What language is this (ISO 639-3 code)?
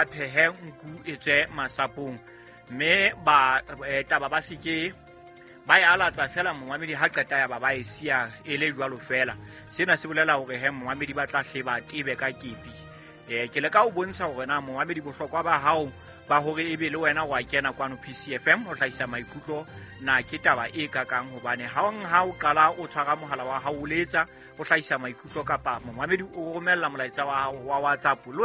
sot